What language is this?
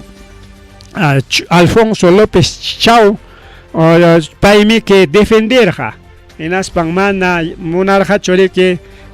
Ayacucho Quechua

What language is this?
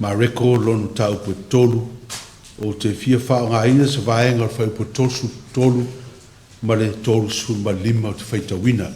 Samoan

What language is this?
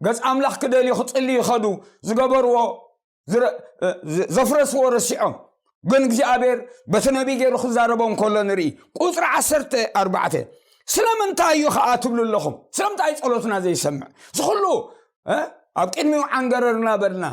Tigrinya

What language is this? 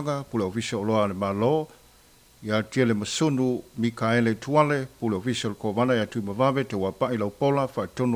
Samoan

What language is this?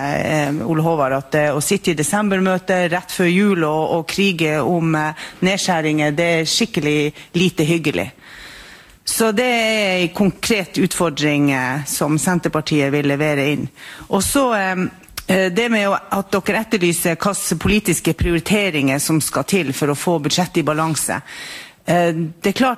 Norwegian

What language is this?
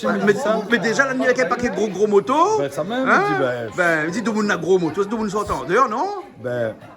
Réunion Creole French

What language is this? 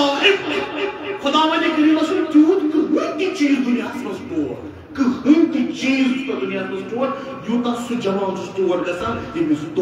Kashmiri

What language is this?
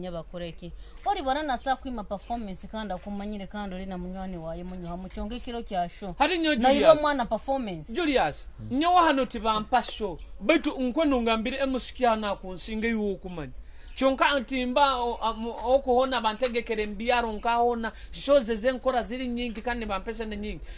Nyoro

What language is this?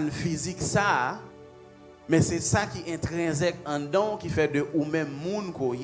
Haitian Creole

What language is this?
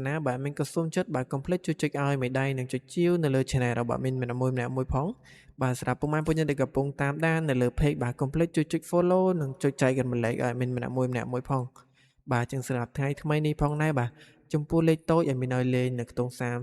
Khmer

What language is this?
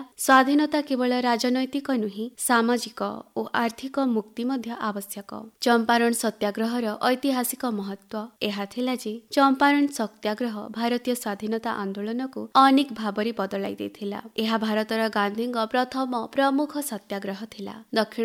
Odia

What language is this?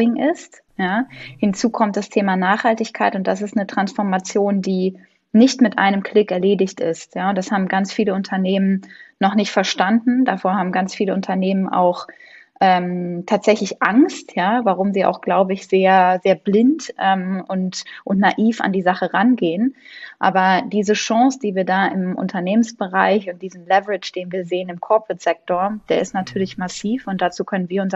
German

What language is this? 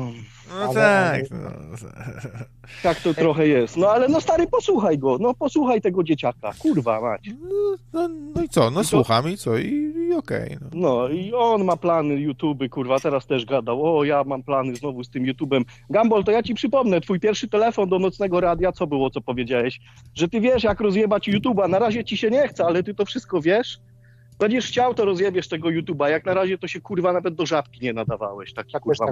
Polish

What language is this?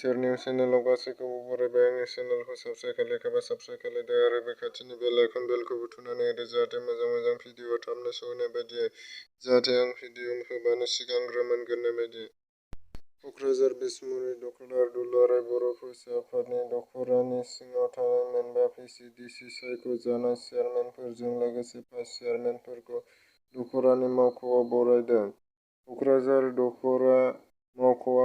Bodo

